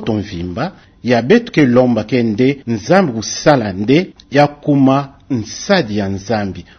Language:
Kituba (Democratic Republic of Congo)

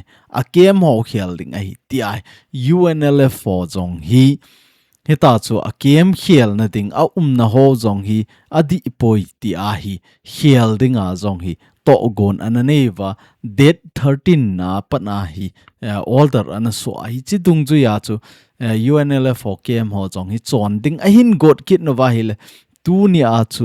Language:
Thado Chin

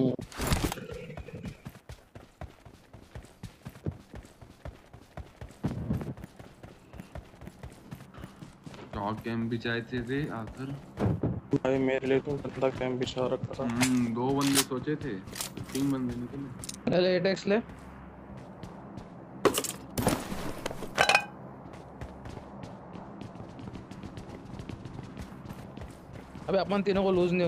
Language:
Hindi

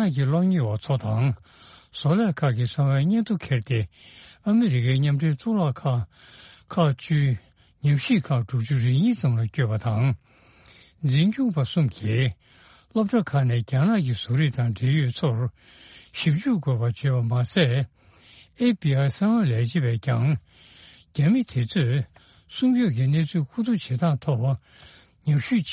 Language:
Tibetan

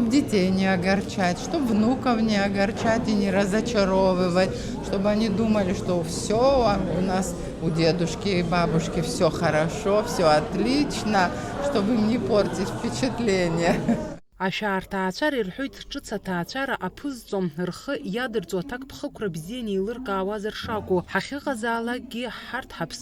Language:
Abkhazian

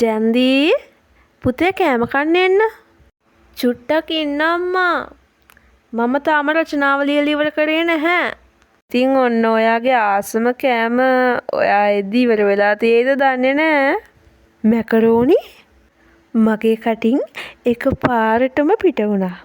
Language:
Sinhala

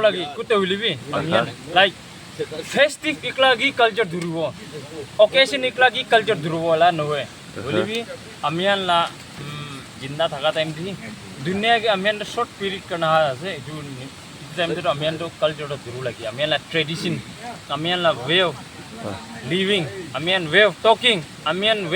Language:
Naga Pidgin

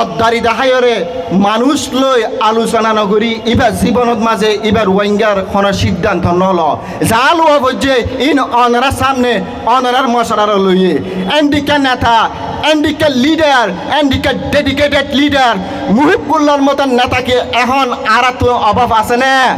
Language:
Rohingya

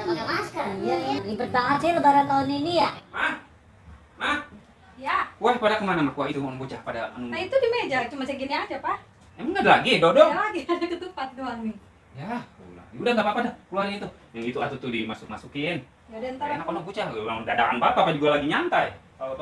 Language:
Betawi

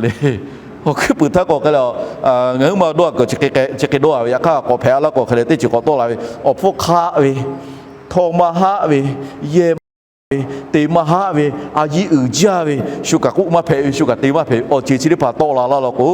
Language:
Lahu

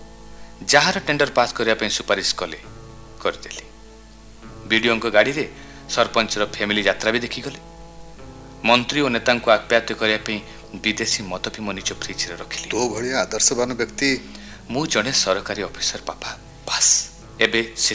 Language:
Odia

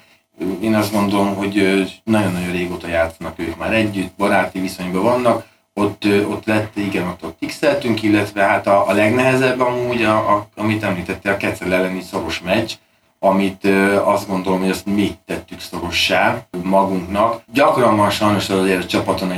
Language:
Hungarian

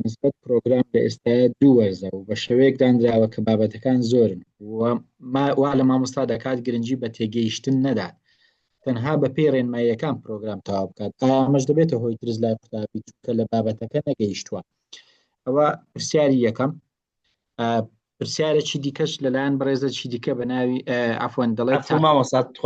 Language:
Central Kurdish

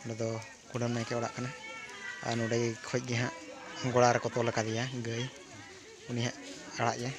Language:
Santali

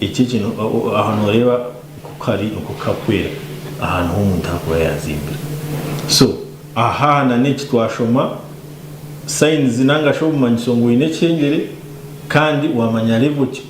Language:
Nyankole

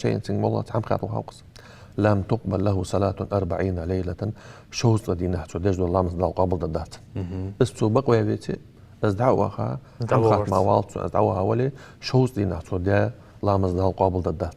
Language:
Ingush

